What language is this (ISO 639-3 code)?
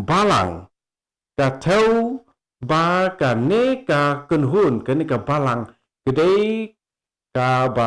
kha